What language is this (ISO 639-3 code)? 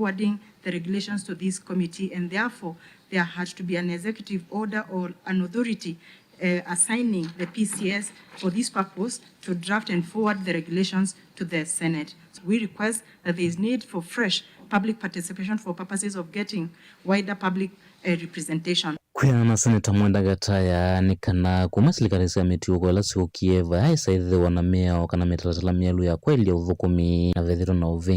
kam